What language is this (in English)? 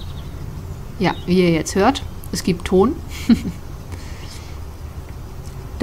German